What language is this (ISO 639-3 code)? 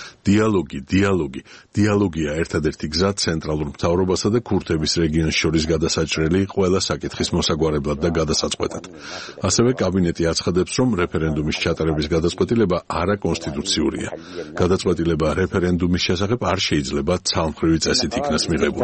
kat